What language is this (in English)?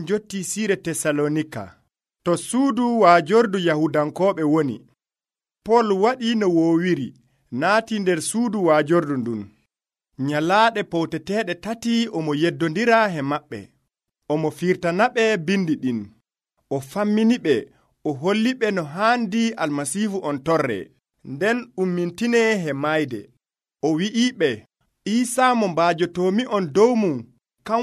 Nigerian Fulfulde